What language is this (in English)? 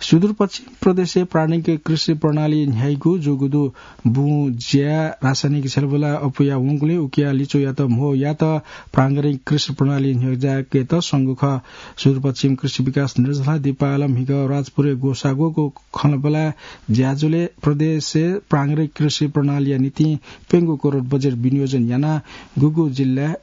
Newari